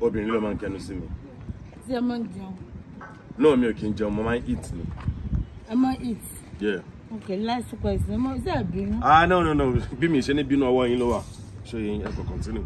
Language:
Yoruba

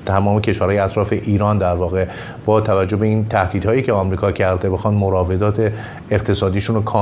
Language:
Persian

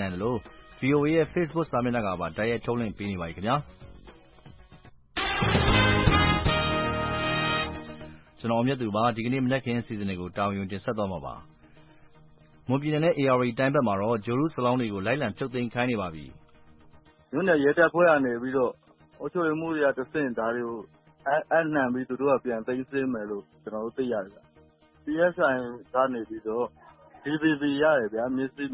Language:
Burmese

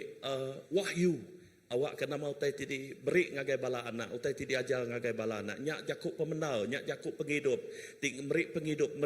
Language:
Iban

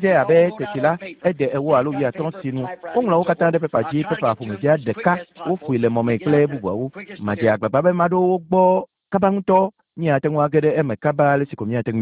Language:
Ewe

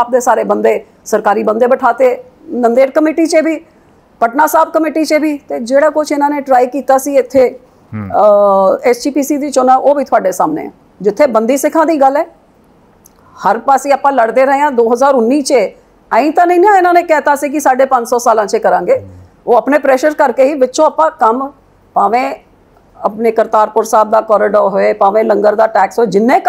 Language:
Punjabi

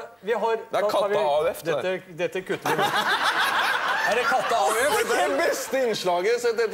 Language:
Norwegian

